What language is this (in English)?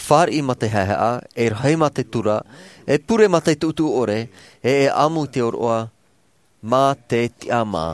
Tahitian